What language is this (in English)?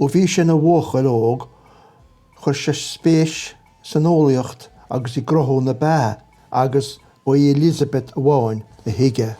Irish